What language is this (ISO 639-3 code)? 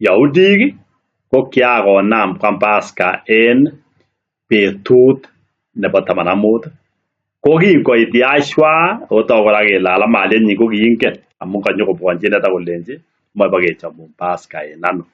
kln